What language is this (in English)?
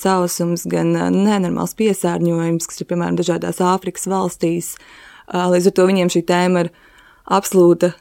Latvian